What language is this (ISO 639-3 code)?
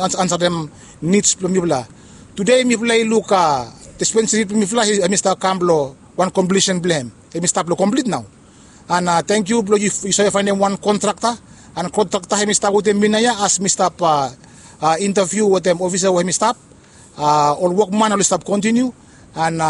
bis